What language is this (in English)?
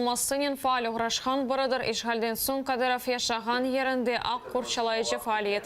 Crimean Tatar